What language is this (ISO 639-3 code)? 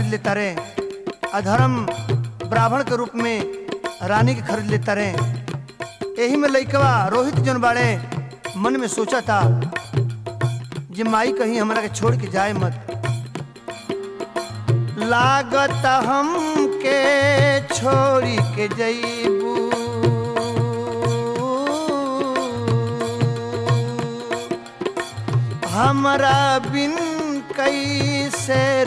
bho